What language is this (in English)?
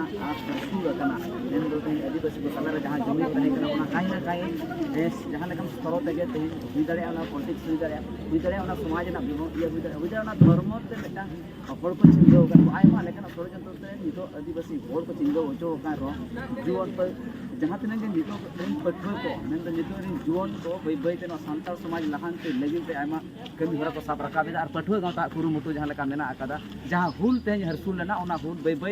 Santali